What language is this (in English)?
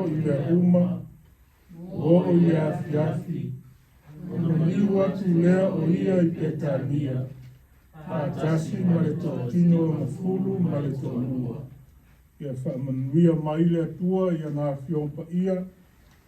Samoan